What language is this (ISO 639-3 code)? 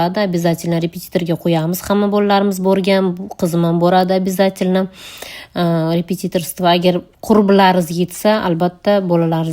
uzb